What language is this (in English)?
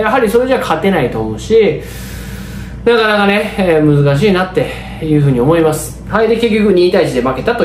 Japanese